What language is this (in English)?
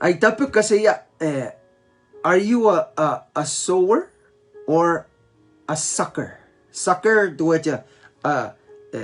Pohnpeian